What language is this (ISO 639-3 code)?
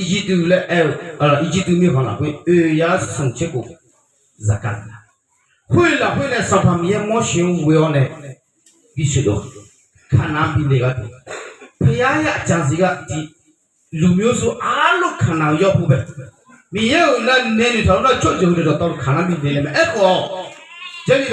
ahk